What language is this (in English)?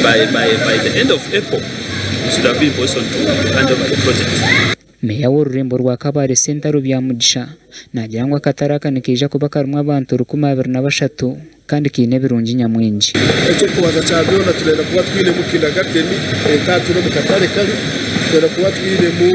Nyankole